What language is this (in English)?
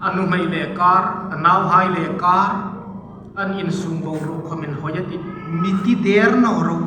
Hmar